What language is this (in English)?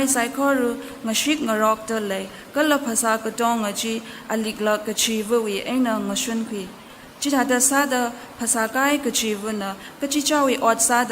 Tangkhul Naga (India)